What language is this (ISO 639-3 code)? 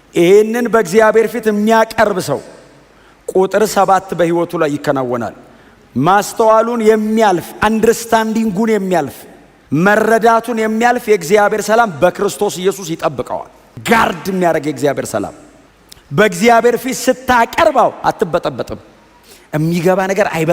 amh